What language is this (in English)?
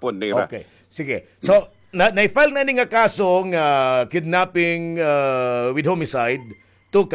Waray